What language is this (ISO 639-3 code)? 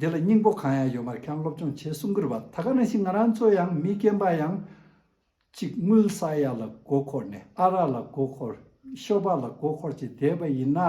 bod